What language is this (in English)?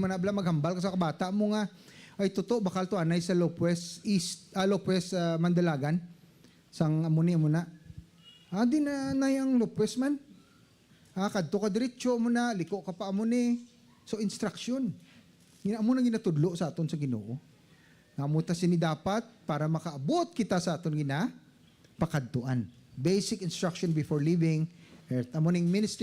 Hiligaynon